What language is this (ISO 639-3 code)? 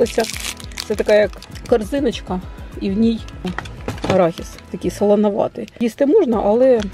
ukr